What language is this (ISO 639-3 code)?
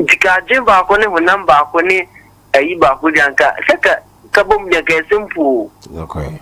aka